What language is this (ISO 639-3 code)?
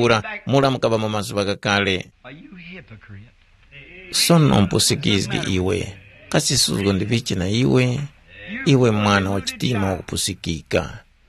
tum